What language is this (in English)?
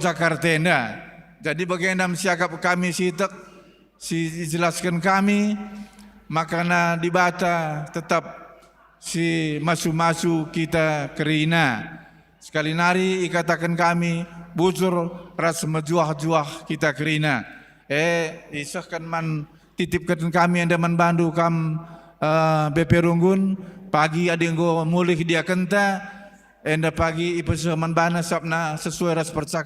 Batak Karo